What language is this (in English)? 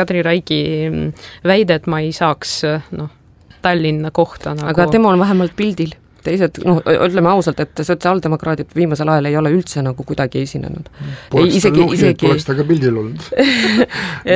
Estonian